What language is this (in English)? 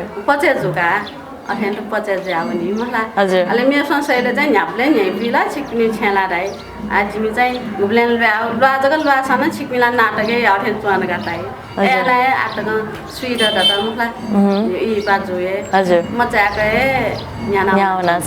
Newari